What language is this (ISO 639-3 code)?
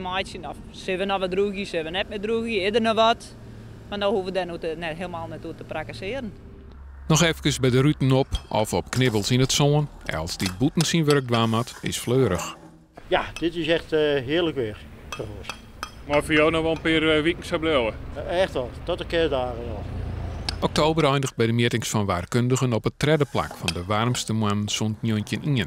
fry